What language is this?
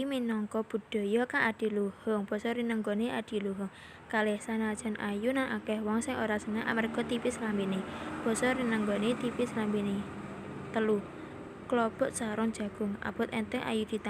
Javanese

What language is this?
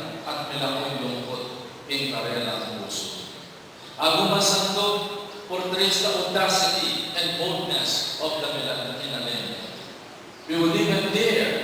Pampanga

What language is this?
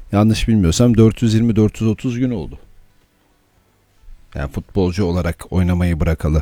Turkish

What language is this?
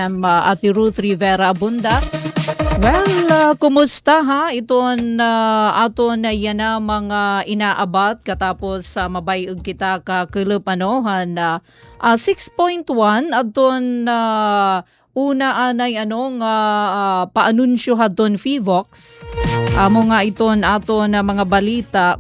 Waray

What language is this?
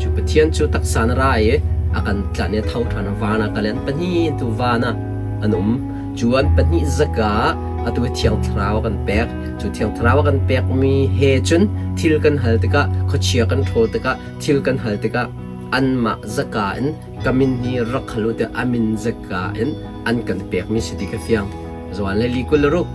Hakha Chin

